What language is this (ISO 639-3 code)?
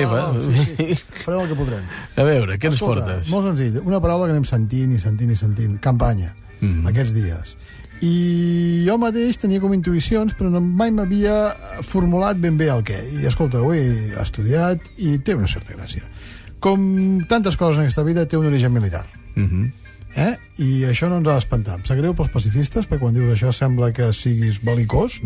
cat